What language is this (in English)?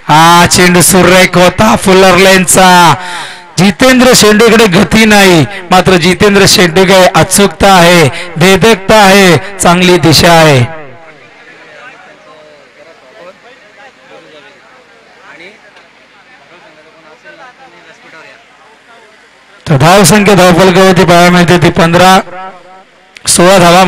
Marathi